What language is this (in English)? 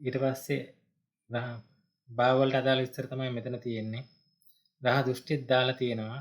Sinhala